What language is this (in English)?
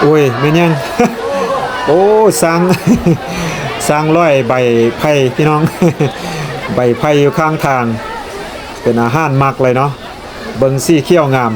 Lao